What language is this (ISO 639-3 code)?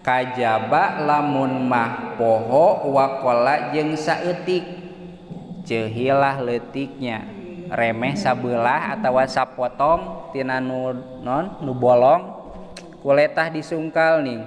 sun